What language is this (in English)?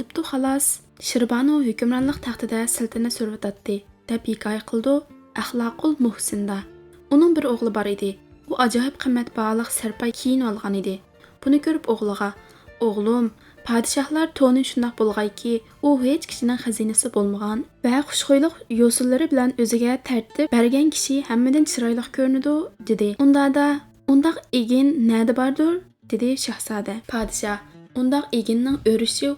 Uyghur